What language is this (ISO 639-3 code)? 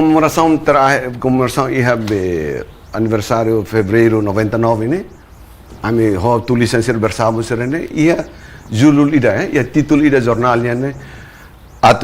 tet